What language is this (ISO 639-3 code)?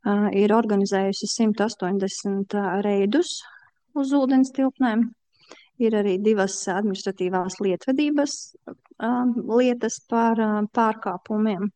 lav